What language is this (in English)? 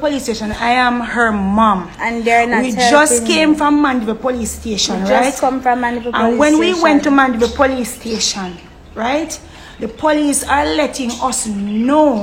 Jamaican Creole English